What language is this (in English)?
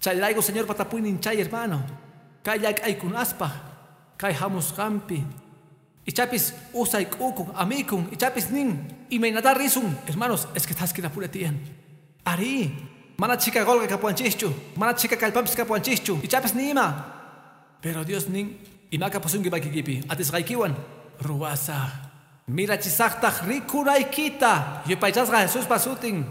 Quechua